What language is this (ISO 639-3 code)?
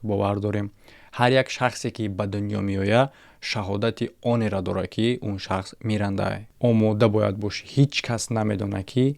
tgk